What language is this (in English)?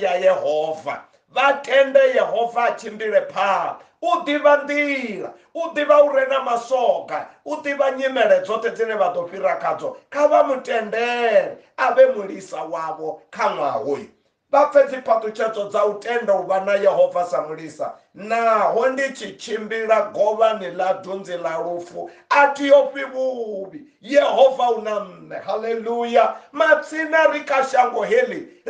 Venda